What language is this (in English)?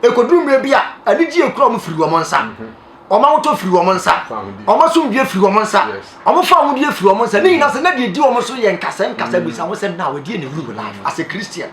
Akan